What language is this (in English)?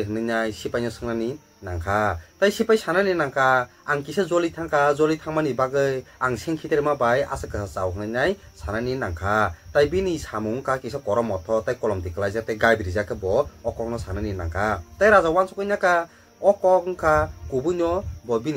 Kok Borok